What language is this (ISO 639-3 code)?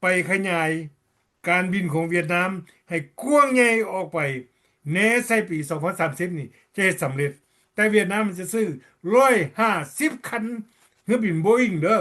lao